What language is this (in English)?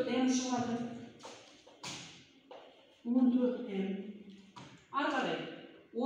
Kazakh